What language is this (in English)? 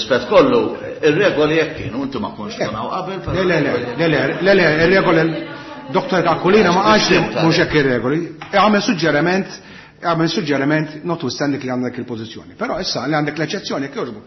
Maltese